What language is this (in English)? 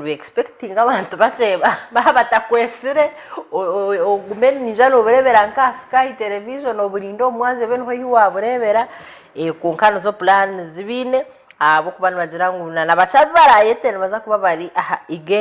Nyankole